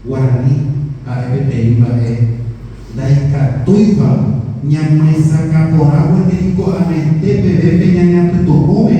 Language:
Guarani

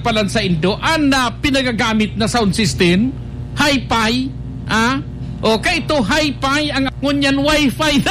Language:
Bikol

